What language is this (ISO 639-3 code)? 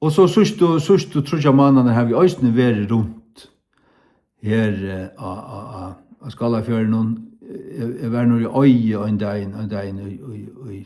fao